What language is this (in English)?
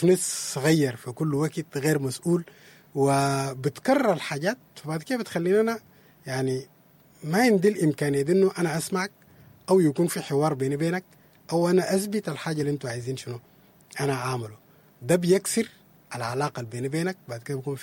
Sudanese Arabic